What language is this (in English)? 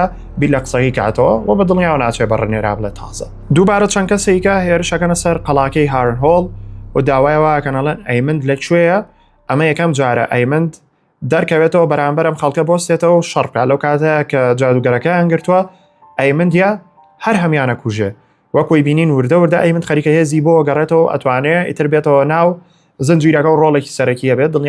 Central Kurdish